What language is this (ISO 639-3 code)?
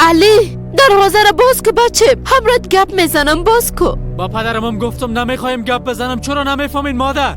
fas